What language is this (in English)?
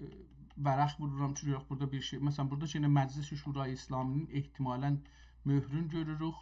South Azerbaijani